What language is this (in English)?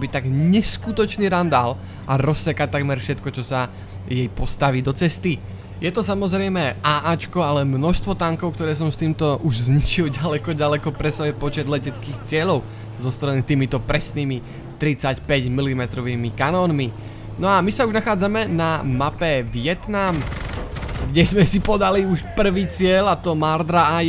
Slovak